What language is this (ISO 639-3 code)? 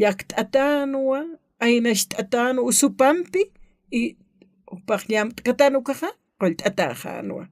aym